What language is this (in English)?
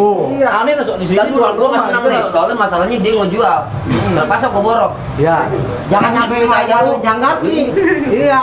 Betawi